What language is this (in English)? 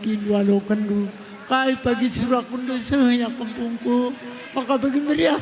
Batak Karo